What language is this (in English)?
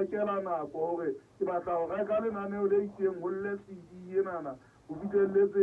Southern Sotho